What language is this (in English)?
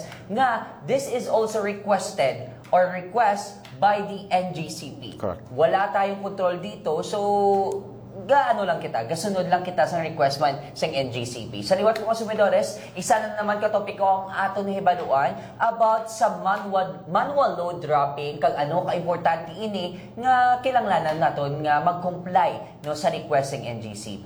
Hiligaynon